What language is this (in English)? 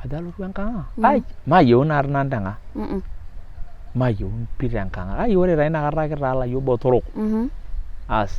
Masai